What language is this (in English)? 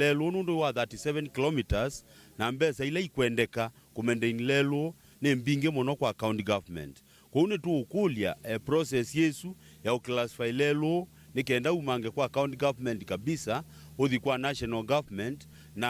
Kamba